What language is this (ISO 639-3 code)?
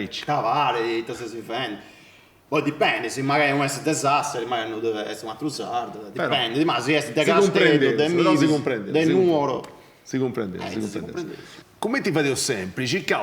srd